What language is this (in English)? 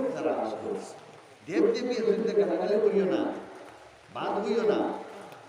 Sylheti